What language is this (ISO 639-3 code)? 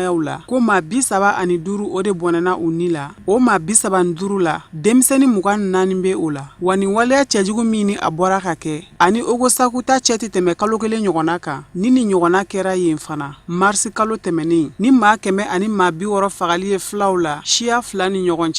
bam